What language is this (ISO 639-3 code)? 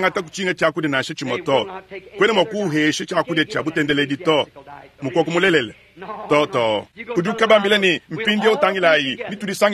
lua